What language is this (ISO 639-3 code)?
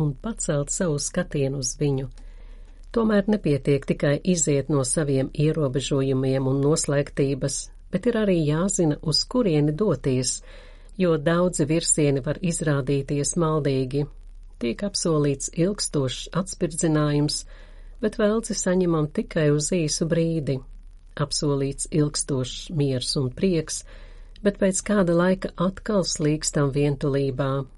lav